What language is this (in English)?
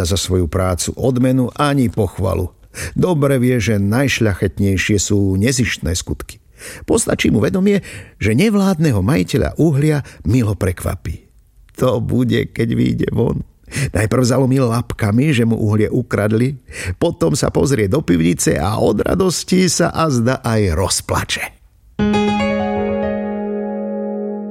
Slovak